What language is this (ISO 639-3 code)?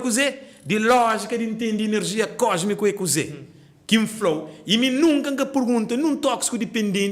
kea